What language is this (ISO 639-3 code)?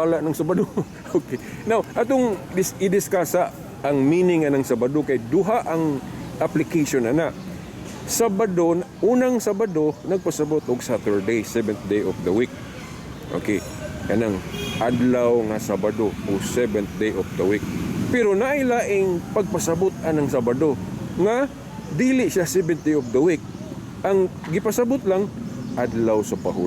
ceb